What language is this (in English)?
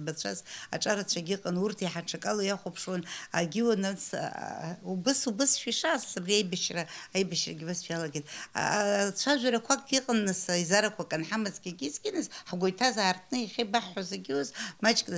Abkhazian